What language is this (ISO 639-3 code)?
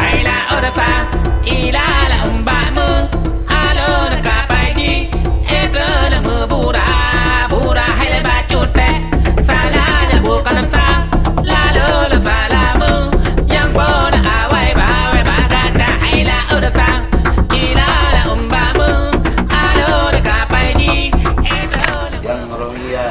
ace